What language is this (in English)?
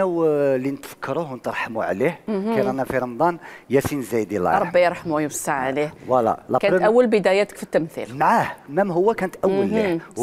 Algerian Arabic